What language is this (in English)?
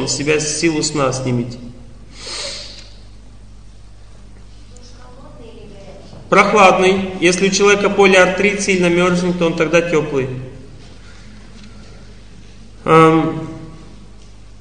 Russian